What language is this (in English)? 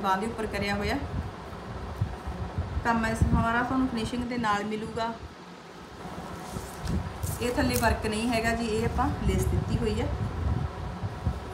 Punjabi